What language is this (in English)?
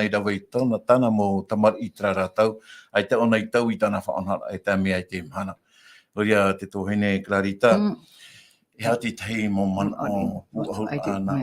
Tahitian